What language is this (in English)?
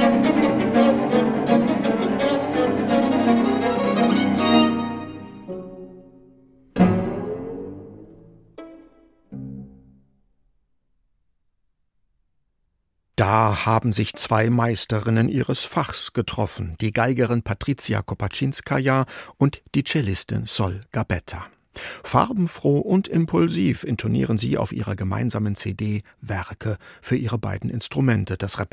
German